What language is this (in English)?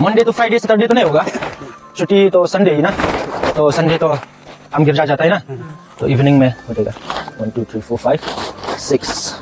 Hmar